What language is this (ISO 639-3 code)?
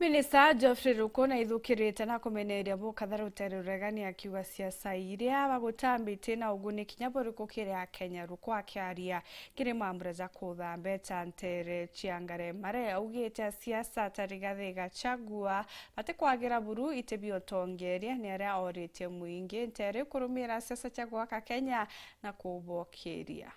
mer